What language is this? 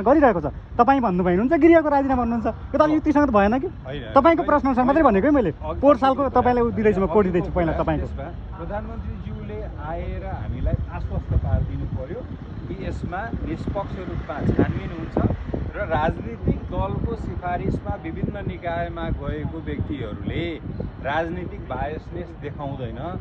Nepali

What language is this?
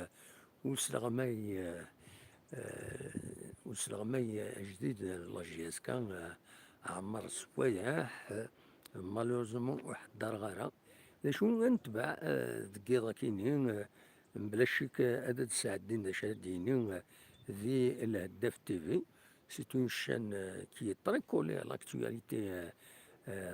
Kabyle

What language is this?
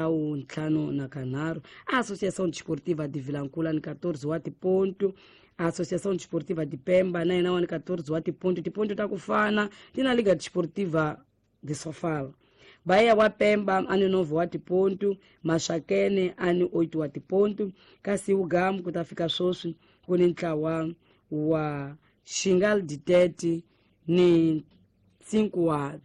Tsonga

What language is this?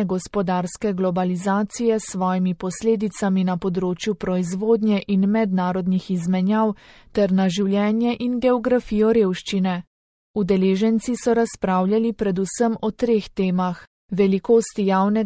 Slovenian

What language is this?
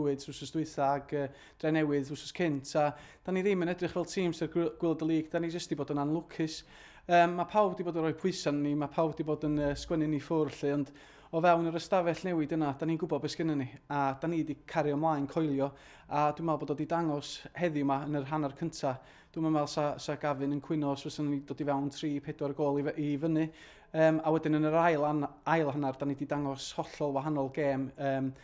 Welsh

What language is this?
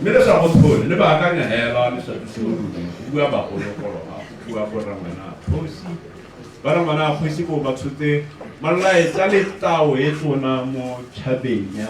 Tswana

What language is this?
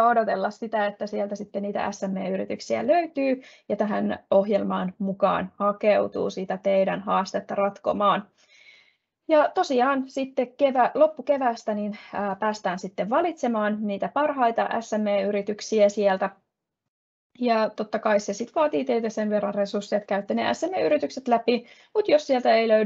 Finnish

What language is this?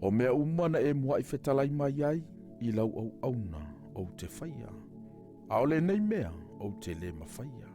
Samoan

